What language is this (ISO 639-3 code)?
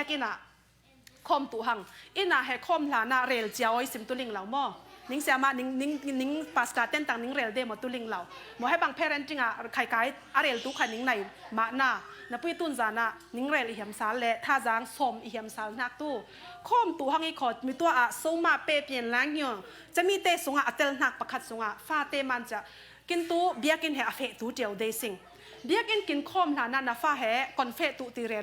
cfm